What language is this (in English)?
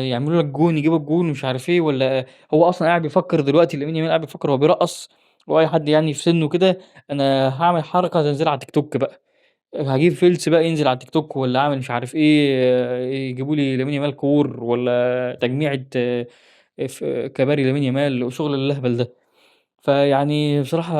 Egyptian Arabic